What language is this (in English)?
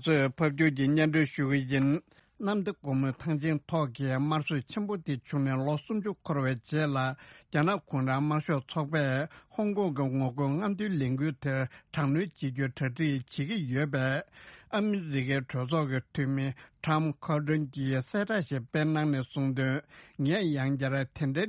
Tibetan